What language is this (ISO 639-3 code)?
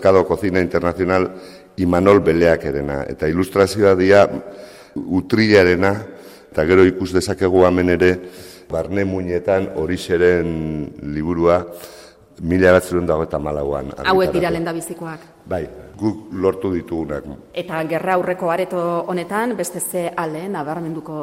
eus